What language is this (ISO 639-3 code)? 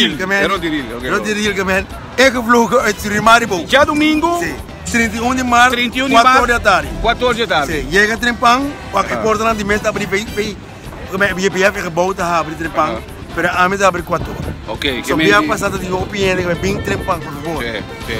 pap